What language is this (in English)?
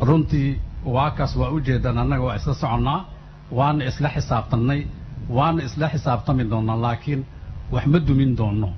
Somali